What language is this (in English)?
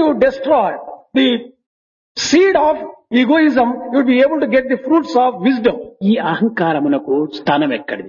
Telugu